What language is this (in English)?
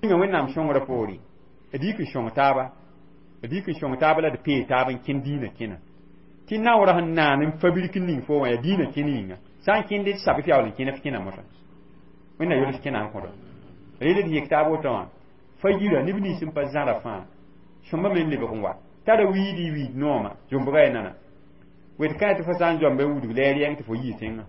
Mossi